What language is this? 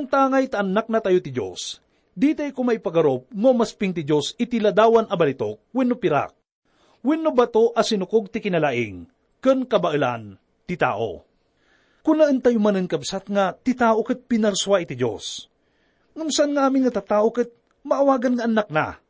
Iloko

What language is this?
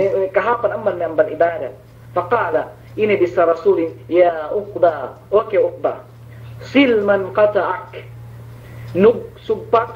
Yakan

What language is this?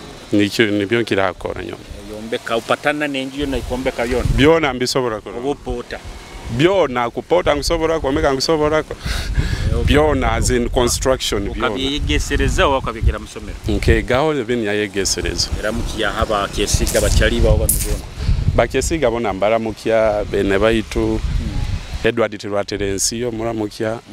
Nyoro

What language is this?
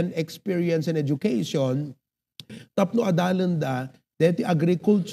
Iloko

